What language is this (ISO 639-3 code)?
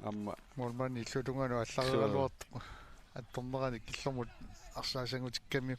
kal